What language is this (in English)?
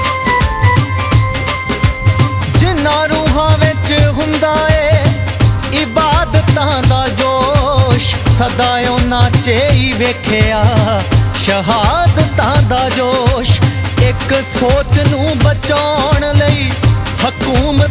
Punjabi